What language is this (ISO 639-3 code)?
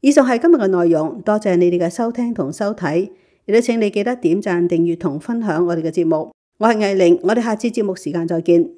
yue